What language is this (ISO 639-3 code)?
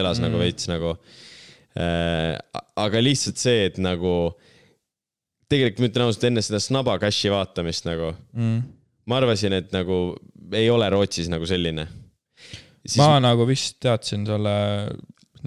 est